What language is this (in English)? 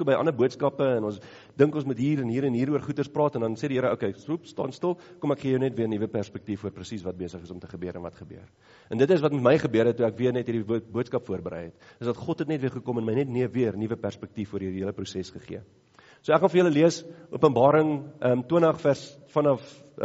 Afrikaans